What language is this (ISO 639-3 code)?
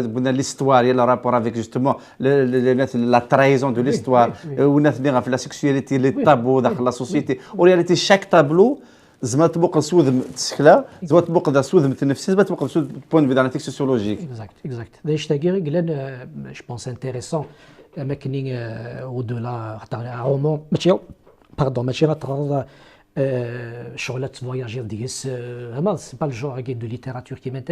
kab